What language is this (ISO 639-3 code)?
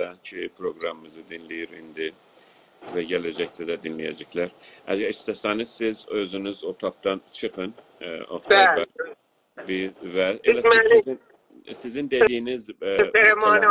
azb